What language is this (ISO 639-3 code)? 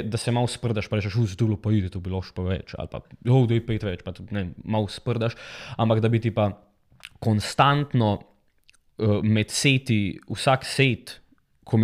slv